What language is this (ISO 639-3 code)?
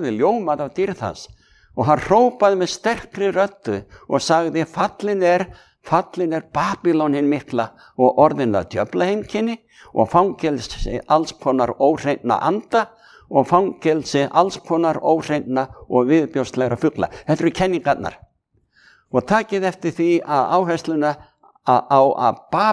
isl